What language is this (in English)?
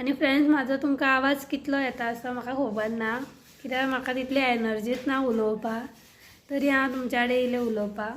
Konkani